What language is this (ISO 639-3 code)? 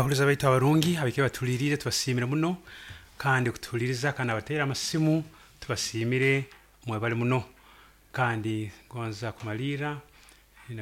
nyo